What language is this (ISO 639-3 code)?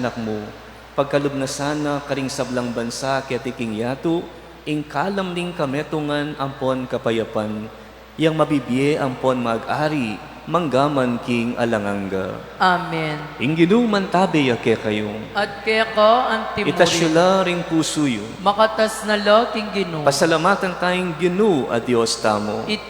pam